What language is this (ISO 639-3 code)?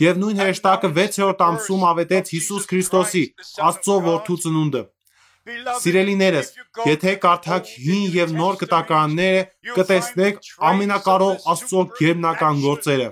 hye